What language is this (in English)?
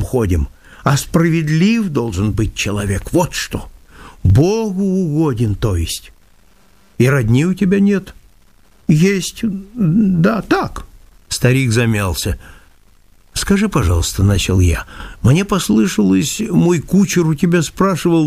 Russian